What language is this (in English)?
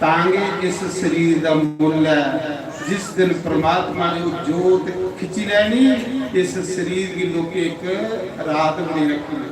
Dogri